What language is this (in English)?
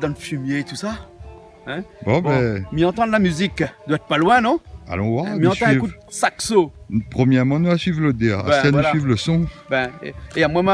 Réunion Creole French